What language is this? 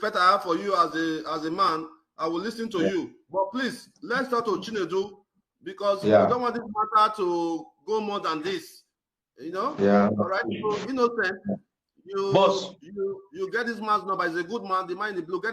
Nigerian Pidgin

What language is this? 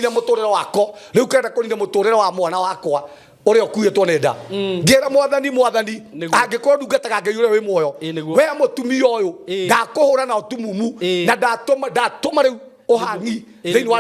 Kikuyu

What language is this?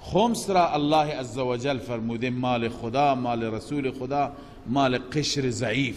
Persian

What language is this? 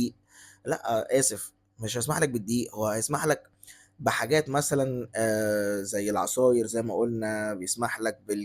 Egyptian Arabic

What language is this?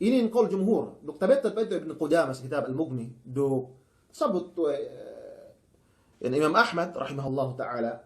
Yakan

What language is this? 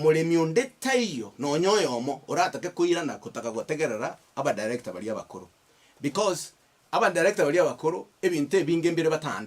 Gusii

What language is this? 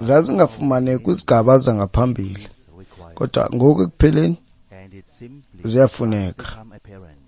Xhosa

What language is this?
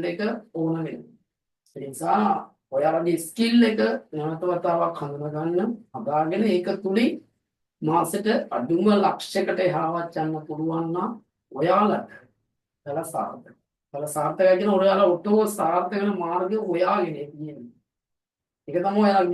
Sinhala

